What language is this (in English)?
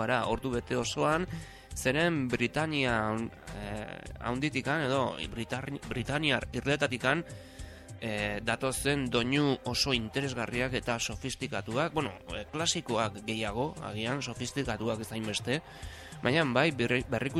Basque